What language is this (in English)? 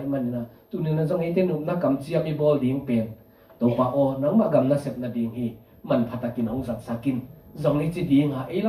Tedim Chin